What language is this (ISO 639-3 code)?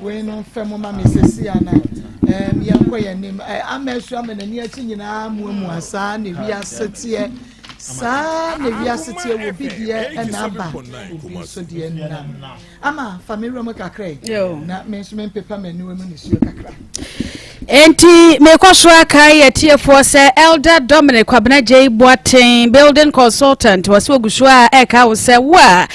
aka